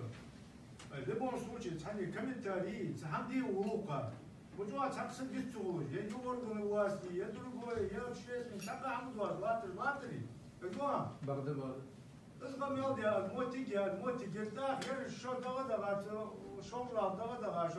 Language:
Ingush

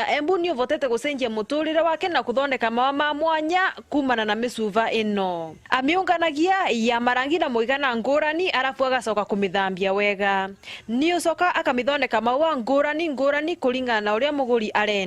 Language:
Meru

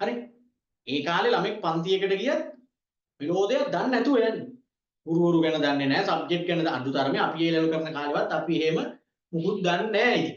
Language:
Sinhala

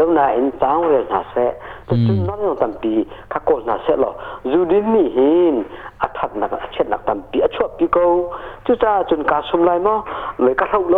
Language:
Hakha Chin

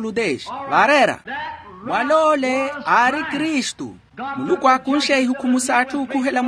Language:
Makhuwa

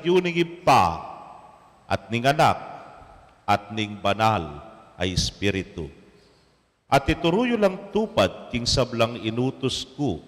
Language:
Pampanga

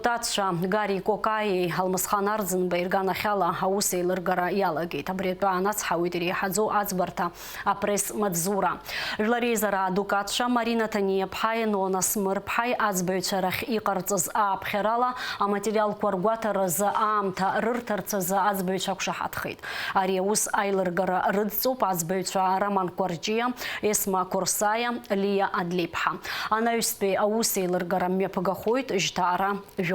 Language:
Abkhazian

